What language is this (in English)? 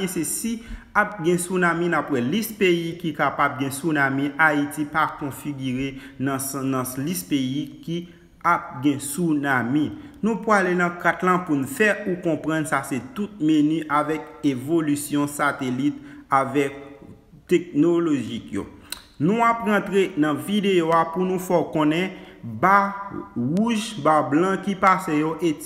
Haitian Creole